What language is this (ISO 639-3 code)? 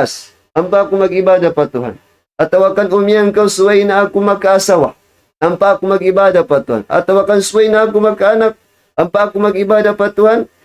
tsg